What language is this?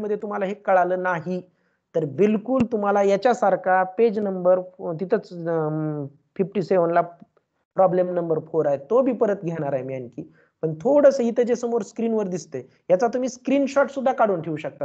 Marathi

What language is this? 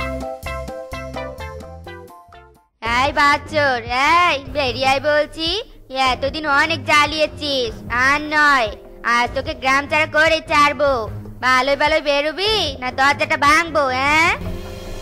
Bangla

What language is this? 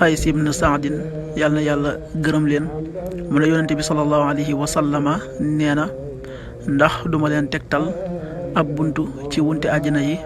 Wolof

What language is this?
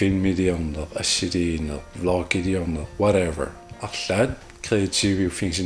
Kalaallisut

